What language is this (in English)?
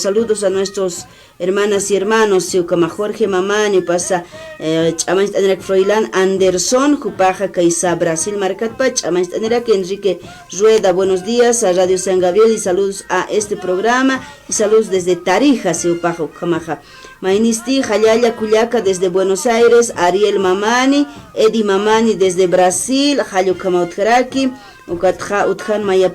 Aymara